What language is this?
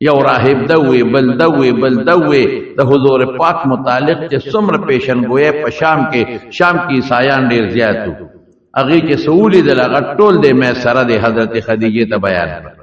Pashto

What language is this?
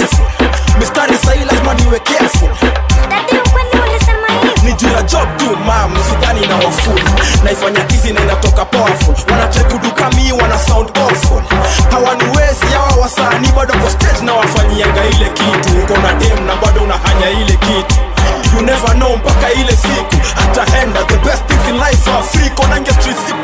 Swahili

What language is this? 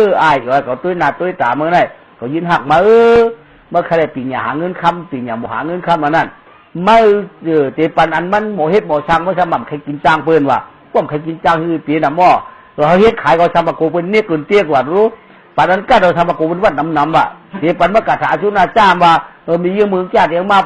Shan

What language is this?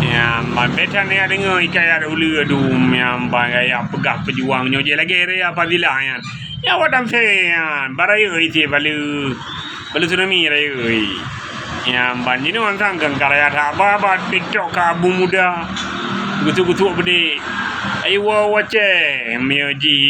Achinese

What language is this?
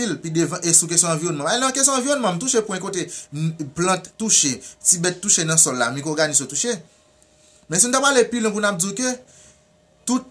Haitian Creole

